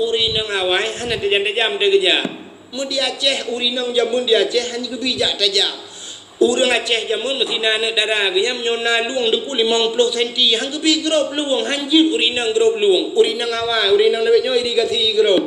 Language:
Achinese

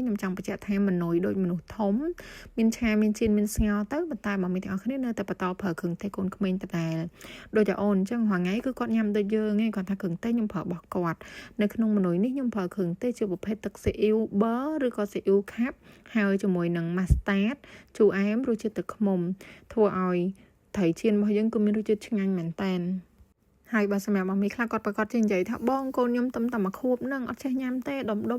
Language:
Khmer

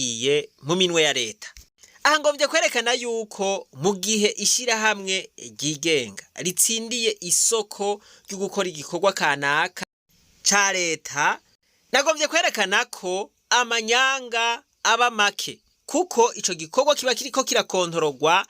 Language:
Rundi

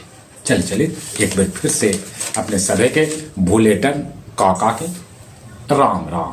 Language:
Magahi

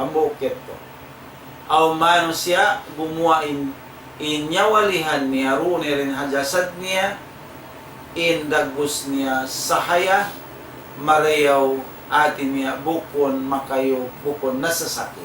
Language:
Tausug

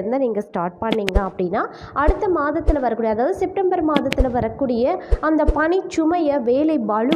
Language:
Tamil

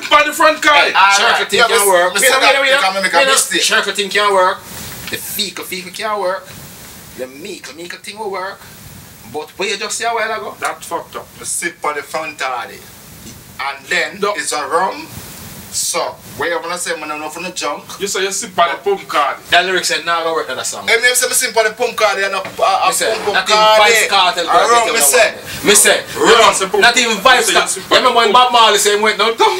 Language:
Jamaican Creole English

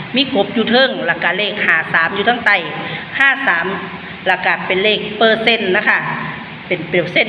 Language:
Northeastern Thai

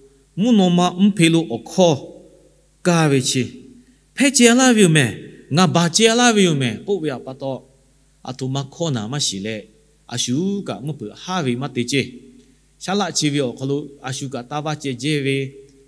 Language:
Lahu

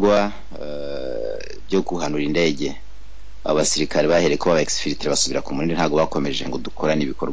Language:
Kinyarwanda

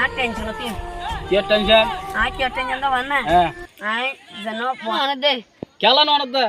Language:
Rohingya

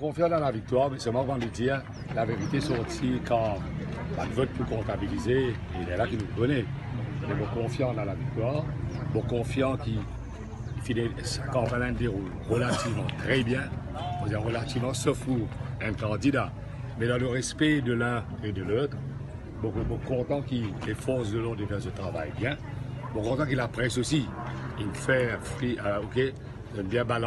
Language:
Morisyen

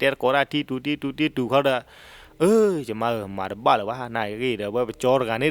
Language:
S'gaw Karen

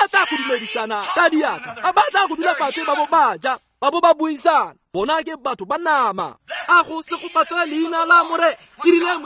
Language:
Tswana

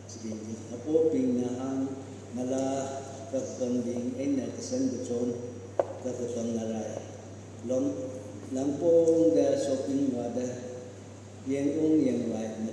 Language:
Tangkhul Naga (India)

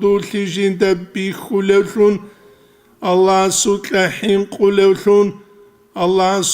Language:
Avaric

